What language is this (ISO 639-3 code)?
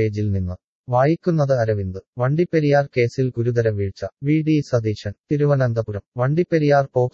mal